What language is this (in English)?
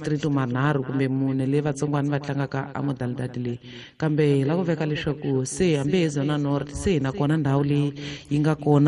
Tsonga